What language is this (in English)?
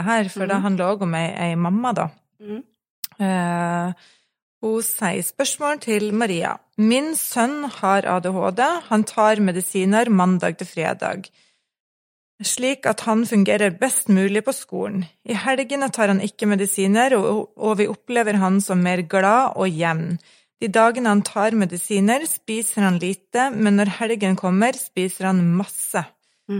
Norwegian